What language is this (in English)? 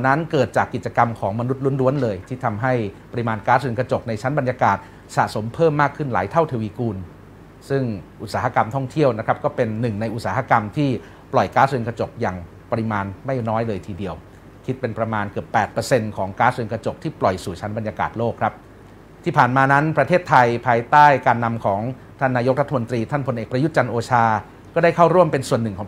Thai